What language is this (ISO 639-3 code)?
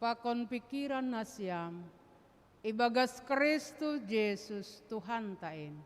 bts